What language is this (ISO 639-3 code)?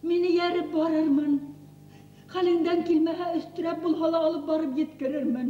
bak